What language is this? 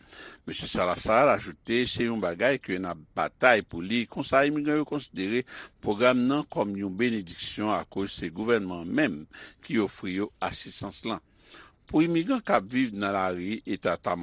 Haitian Creole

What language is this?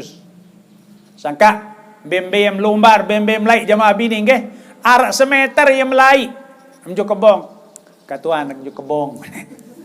Sasak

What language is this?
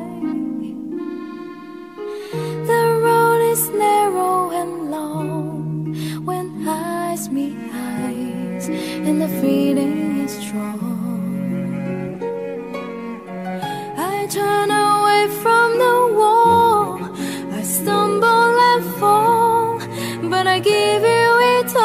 English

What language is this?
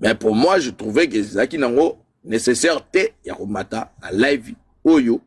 Lingala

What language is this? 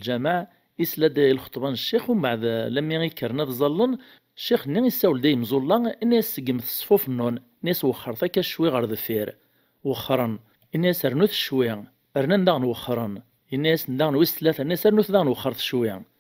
Kabyle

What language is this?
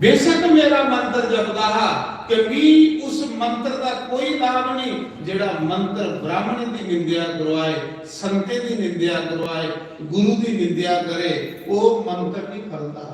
Dogri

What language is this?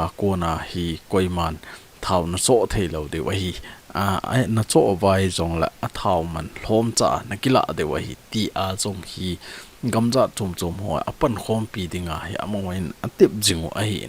Thado Chin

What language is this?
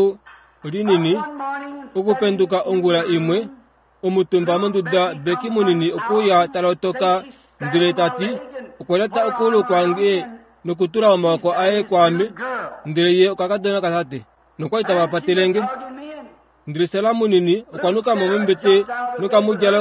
Kuanyama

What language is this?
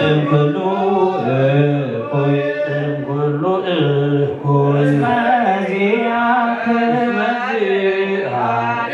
Geez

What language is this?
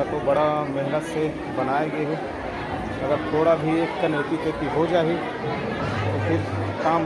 Chhattisgarhi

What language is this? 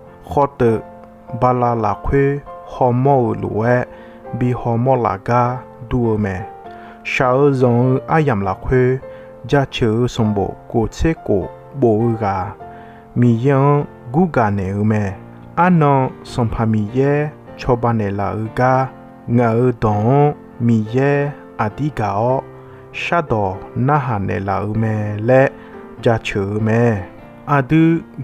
Akha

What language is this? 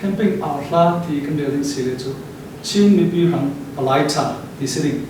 Falam Chin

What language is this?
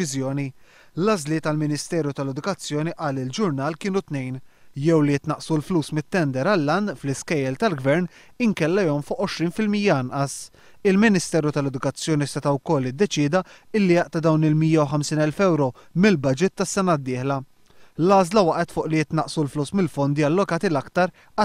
Maltese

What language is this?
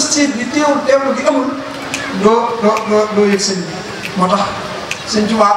Wolof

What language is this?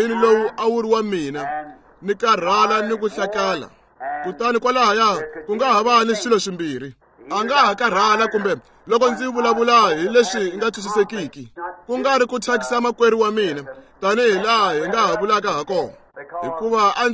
Tsonga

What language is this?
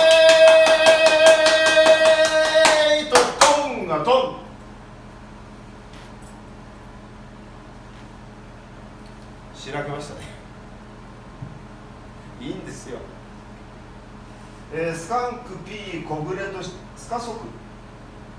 Japanese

